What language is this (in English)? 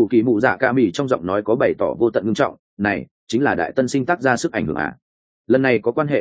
Vietnamese